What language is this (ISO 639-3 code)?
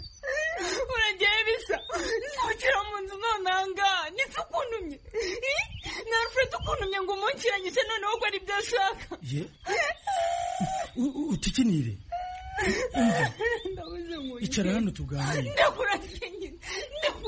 kin